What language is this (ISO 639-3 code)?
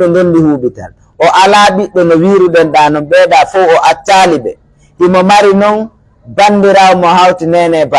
fuf